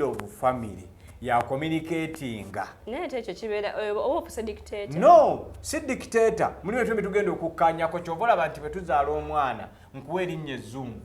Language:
Ganda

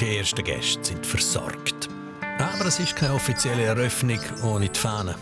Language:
Swiss German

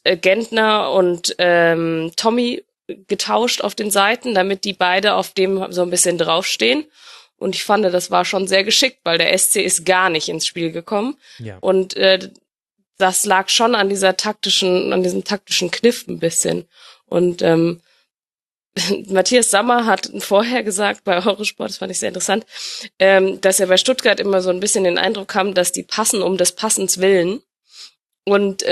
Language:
German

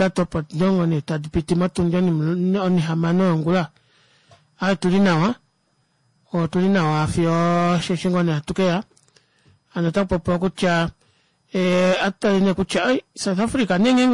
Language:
Kuanyama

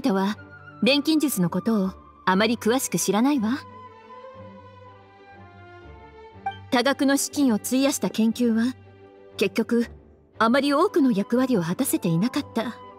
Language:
Japanese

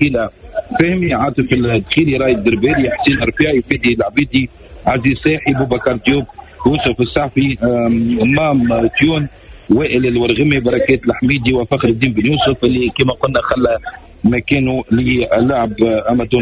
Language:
Tunisian Arabic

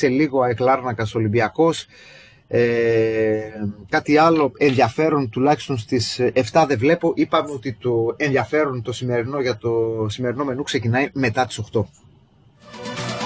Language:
Greek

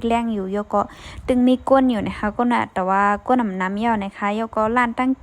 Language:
Shan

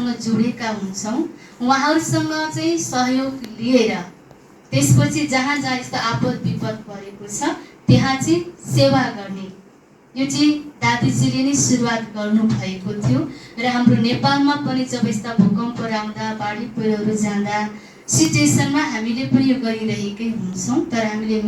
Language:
Nepali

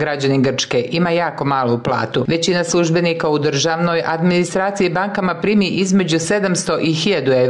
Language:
Serbian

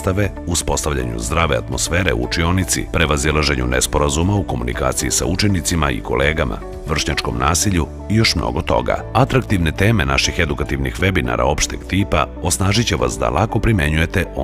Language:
Serbian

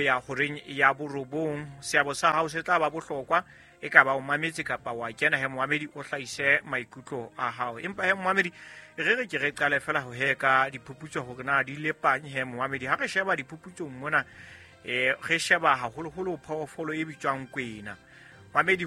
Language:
Southern Sotho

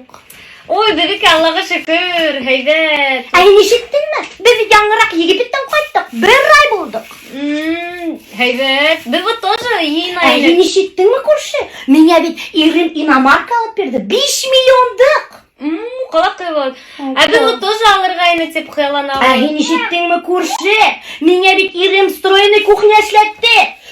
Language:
Bashkir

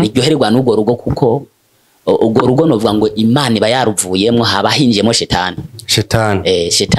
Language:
Rundi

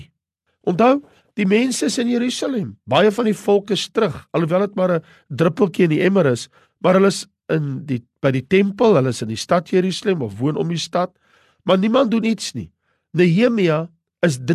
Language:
Afrikaans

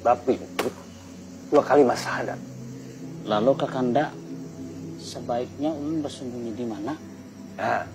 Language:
Banjar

